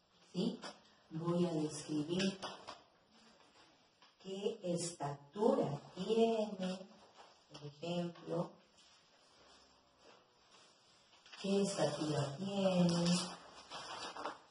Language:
Spanish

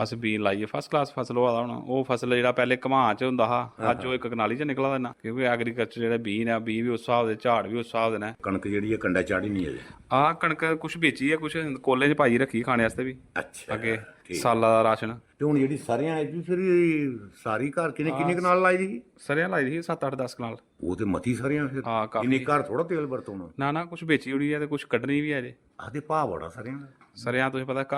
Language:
Dogri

